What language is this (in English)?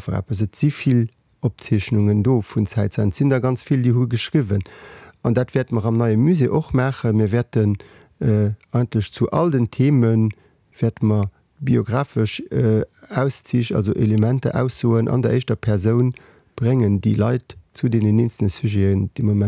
Luxembourgish